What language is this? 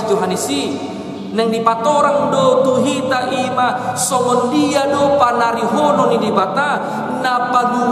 Batak Toba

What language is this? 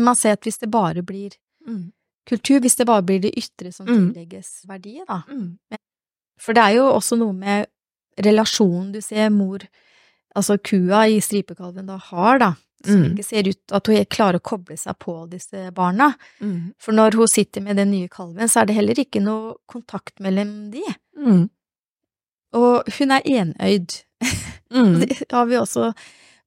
Norwegian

